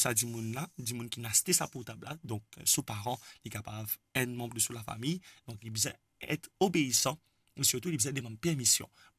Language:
Morisyen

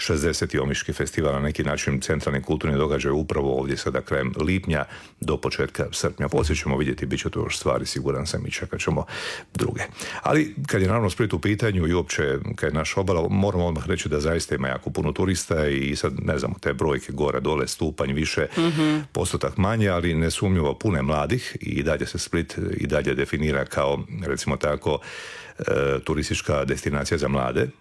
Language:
Croatian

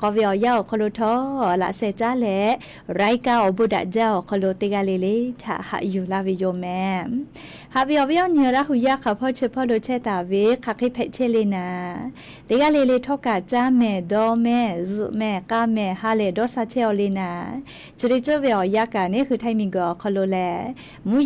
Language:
Lahu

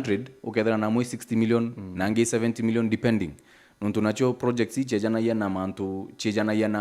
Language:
Meru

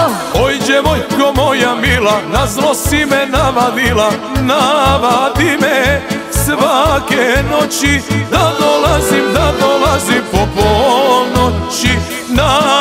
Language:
Croatian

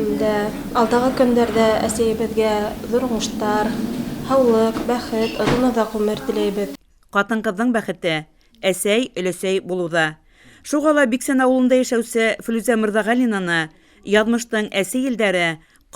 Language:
Bashkir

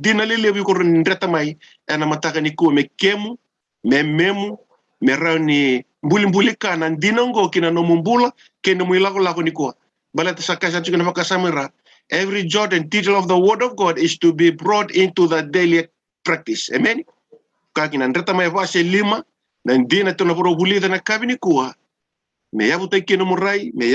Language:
Fijian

